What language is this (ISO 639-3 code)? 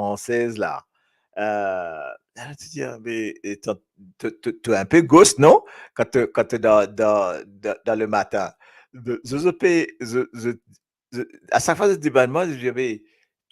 mfe